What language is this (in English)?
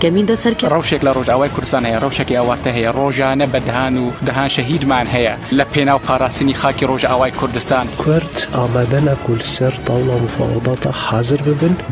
Kurdish